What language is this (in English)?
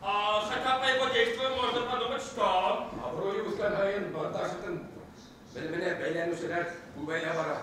Bashkir